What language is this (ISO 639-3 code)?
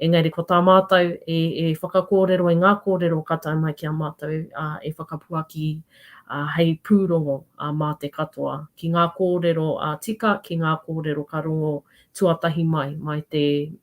mri